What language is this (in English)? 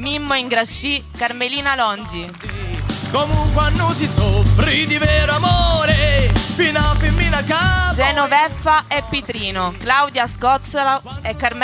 Sicilian